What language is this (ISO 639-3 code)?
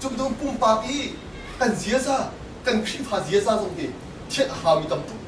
cnh